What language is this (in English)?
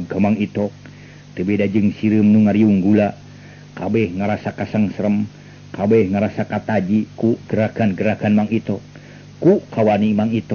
Sundanese